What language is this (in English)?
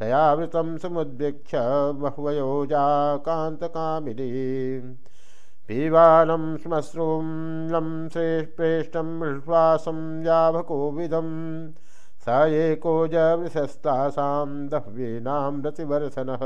Sanskrit